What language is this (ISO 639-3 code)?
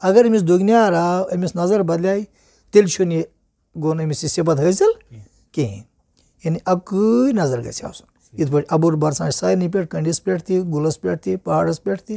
kas